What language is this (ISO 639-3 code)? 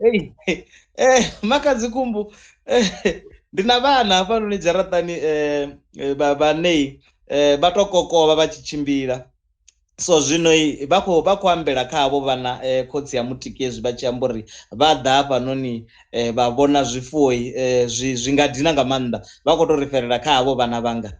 ven